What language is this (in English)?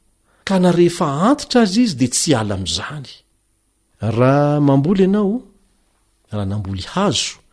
Malagasy